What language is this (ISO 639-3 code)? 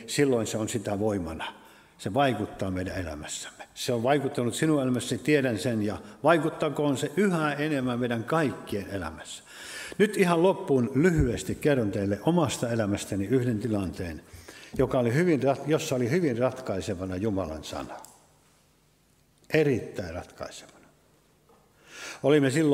fin